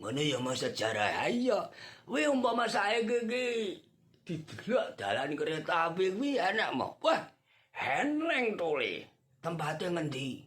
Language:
Javanese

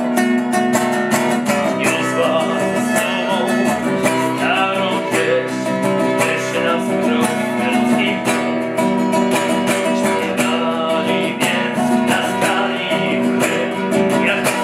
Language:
Polish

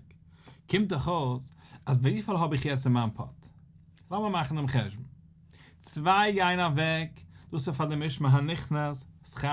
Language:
Yiddish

